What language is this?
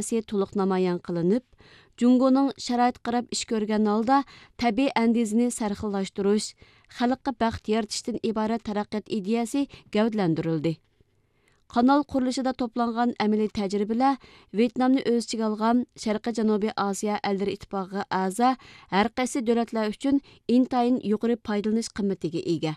Uyghur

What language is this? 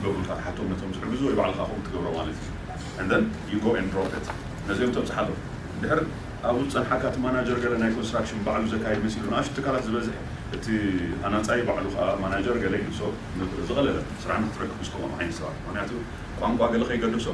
Tigrinya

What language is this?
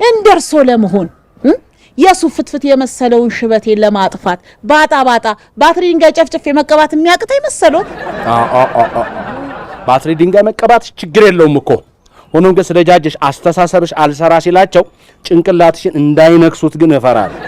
Amharic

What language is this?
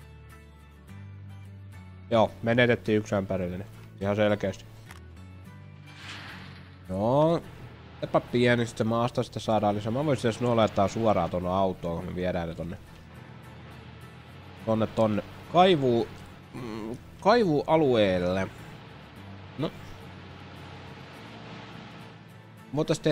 Finnish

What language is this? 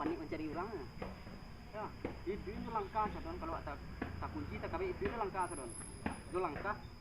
Minangkabau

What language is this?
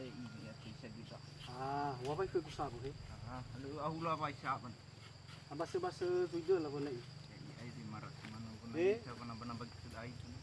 Nias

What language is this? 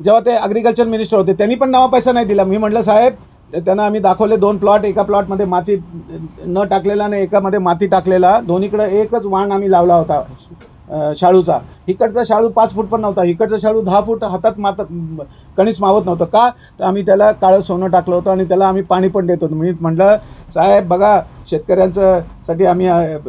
Marathi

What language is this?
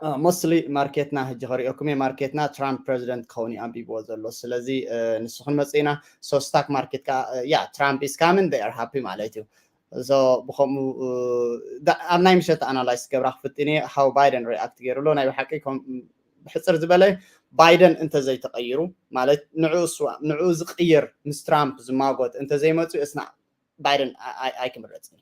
Tigrinya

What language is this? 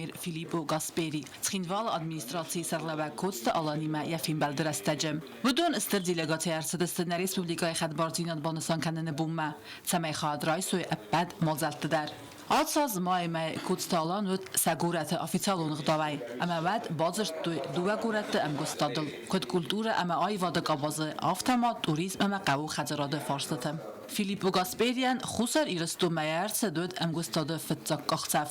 Ossetic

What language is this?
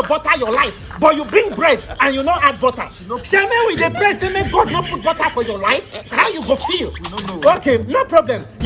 Nigerian Pidgin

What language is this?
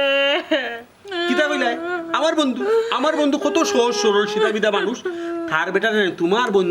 Sylheti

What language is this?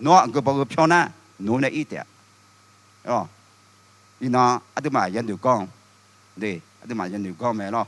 Akha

